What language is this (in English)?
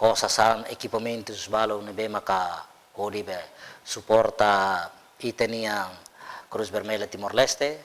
Tetum